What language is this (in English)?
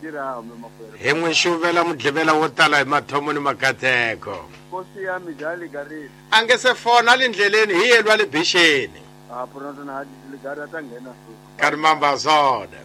Tsonga